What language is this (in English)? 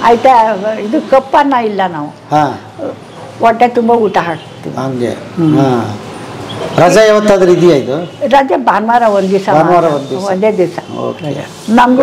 Kannada